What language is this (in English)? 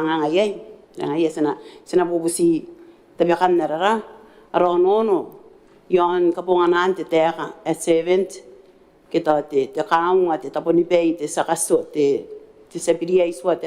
Gilbertese